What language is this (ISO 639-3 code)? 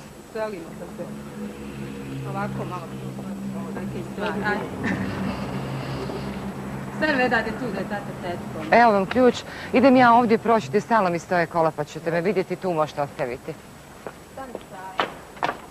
bos